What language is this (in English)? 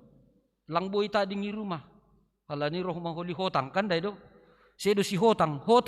Batak Simalungun